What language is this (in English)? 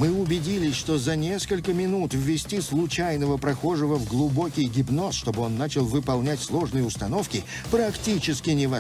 Russian